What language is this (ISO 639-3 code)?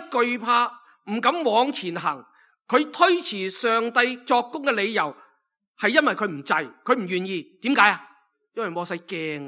yue